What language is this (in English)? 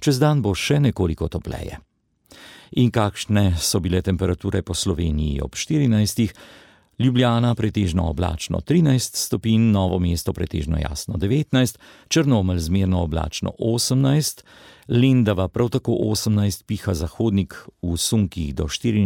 Slovenian